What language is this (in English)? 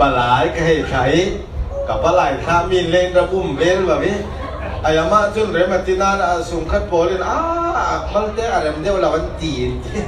Falam Chin